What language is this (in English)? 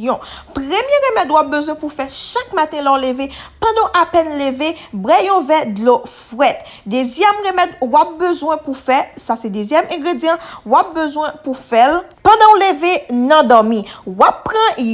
Haitian Creole